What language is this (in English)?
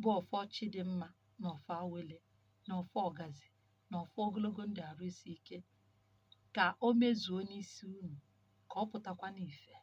Igbo